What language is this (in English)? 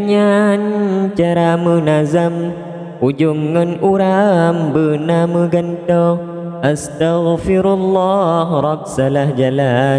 Achinese